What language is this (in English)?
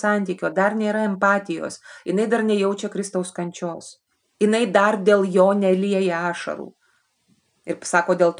Lithuanian